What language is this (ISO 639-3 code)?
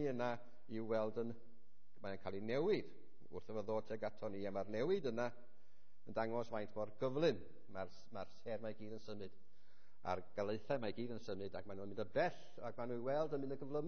cym